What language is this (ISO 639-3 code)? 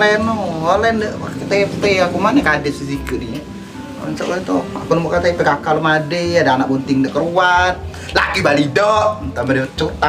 mui